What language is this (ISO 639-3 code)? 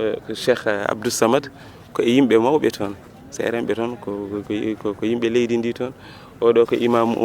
ful